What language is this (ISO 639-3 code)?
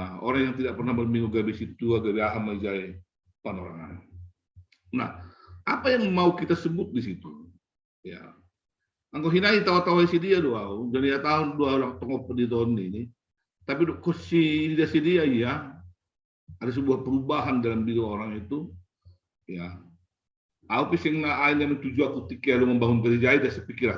bts